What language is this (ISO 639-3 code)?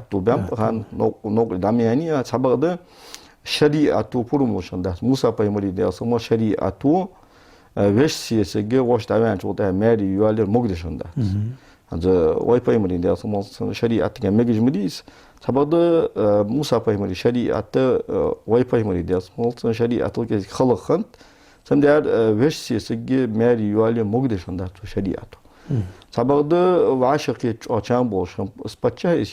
inh